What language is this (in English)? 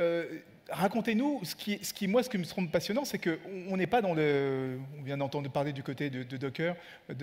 French